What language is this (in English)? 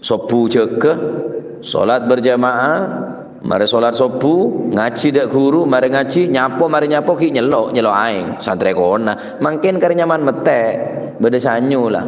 Madurese